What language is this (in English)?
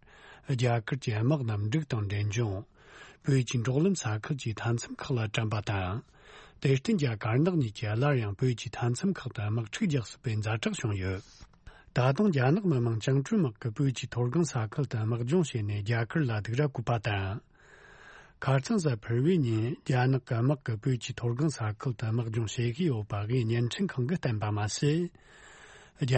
Tibetan